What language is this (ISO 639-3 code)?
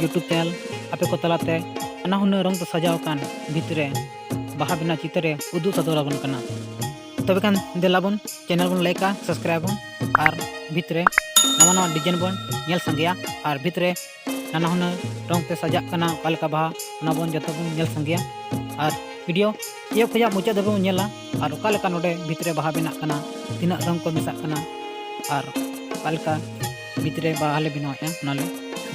sat